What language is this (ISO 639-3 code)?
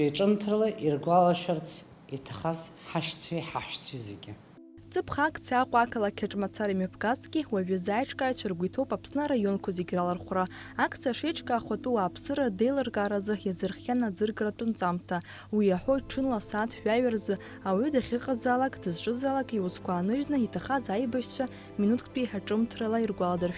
abk